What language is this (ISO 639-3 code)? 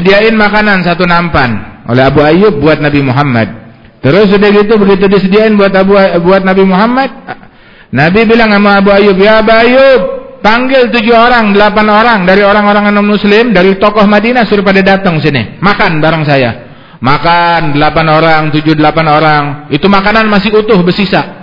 ind